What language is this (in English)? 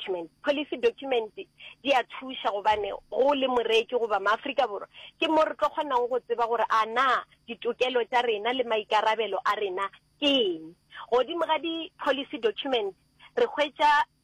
Northern Sotho